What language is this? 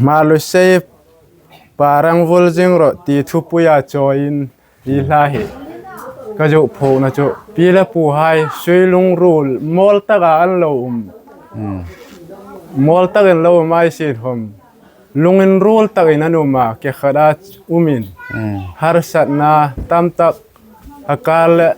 Hmar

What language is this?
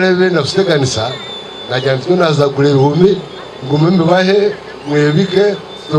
Nyankole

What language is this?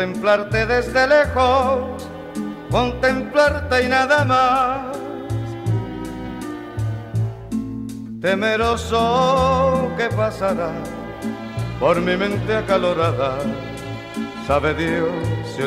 Spanish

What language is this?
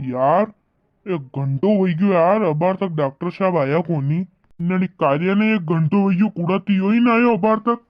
Rajasthani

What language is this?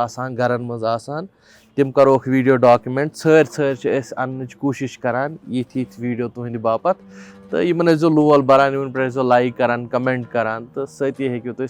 Kashmiri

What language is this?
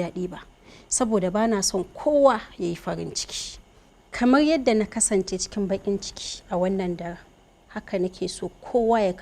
Hausa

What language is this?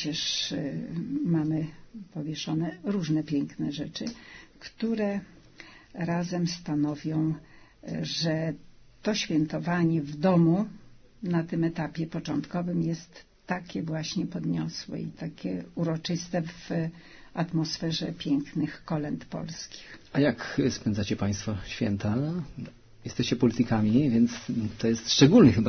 Polish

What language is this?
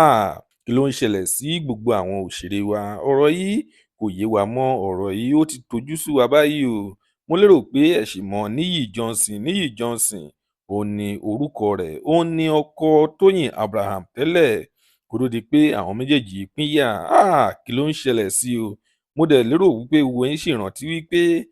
Yoruba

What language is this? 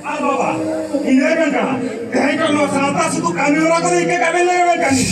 Santali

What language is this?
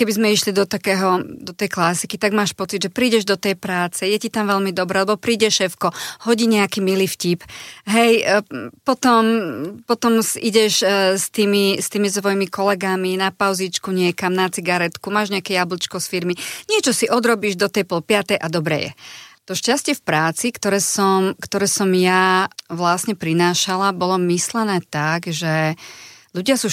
Slovak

